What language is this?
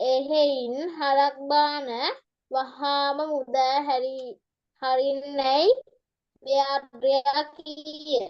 Sinhala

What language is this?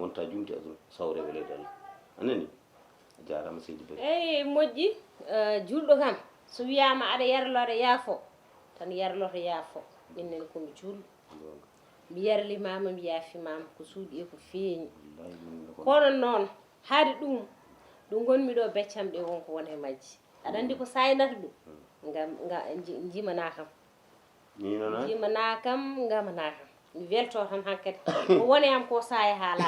Fula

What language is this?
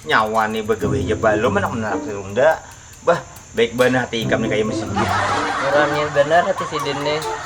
Banjar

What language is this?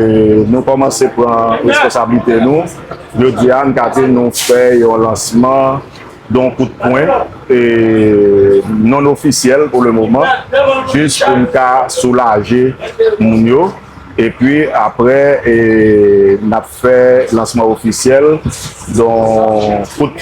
Haitian Creole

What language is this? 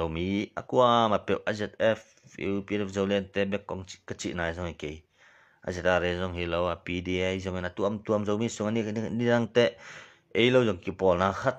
Tedim Chin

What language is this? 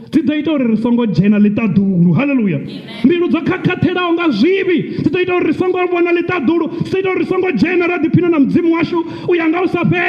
Venda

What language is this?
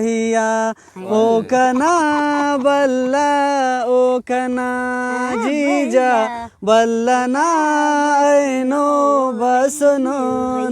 Brahui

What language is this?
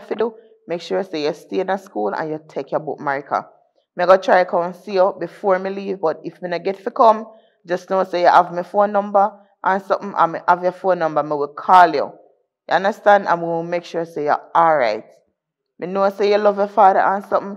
Jamaican Creole English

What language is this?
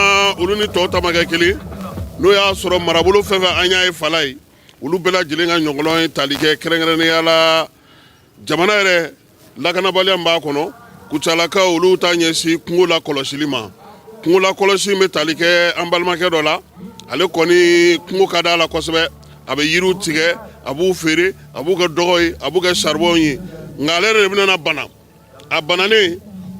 Bambara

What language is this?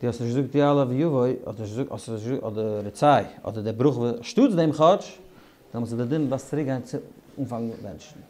Yiddish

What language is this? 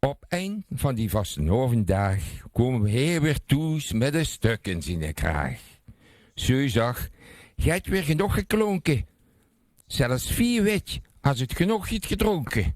Limburgish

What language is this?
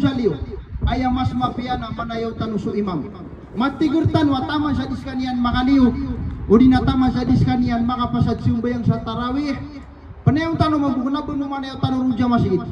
Maranao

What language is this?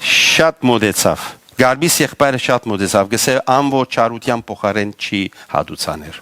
Western Armenian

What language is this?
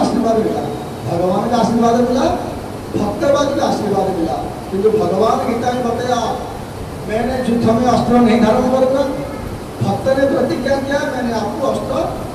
Hindi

